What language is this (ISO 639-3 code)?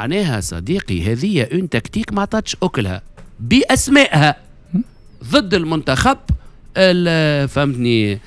aeb